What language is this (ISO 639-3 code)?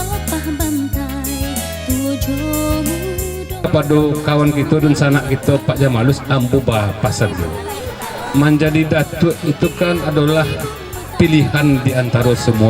min